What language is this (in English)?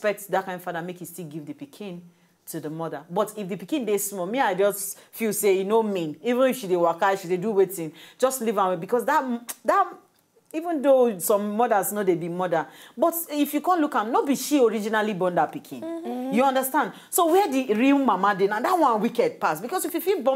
Nigerian Pidgin